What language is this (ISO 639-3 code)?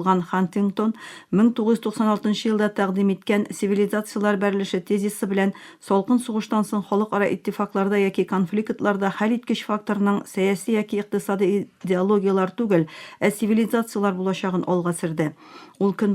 tat